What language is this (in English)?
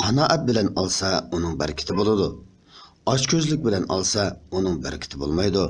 Uyghur